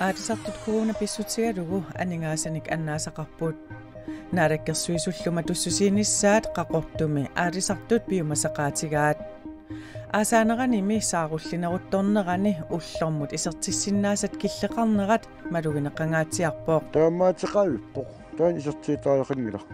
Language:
Kalaallisut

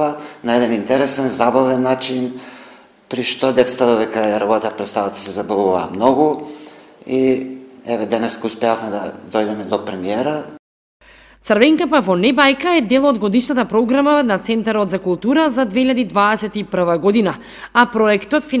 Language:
Macedonian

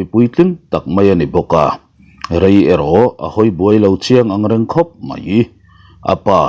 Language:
Mizo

